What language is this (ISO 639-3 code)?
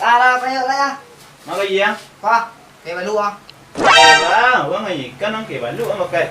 min